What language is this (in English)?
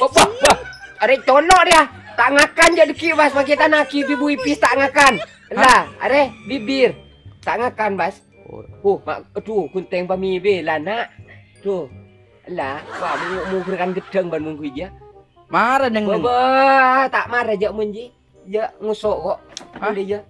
Madurese